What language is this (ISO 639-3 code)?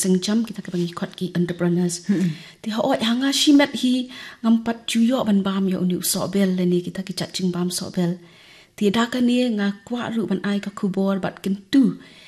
kha